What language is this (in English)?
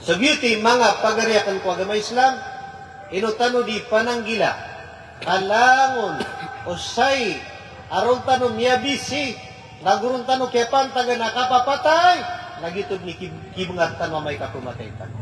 Maranao